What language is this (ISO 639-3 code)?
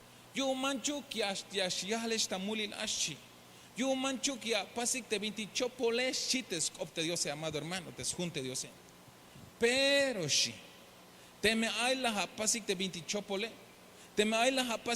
tzh